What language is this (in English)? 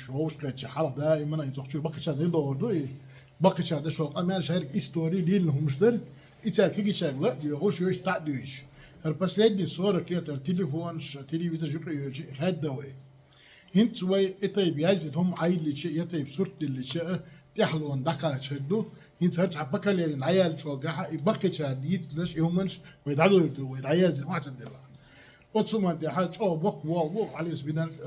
Chechen